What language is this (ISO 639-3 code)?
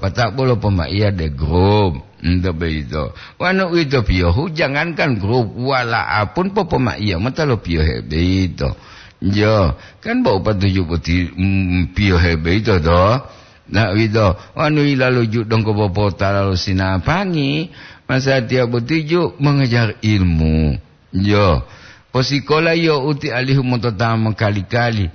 gor